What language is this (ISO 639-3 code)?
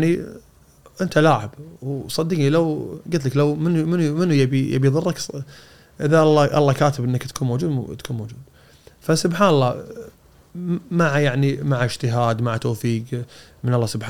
afb